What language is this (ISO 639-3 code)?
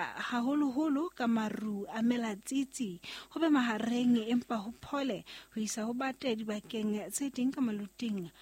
sot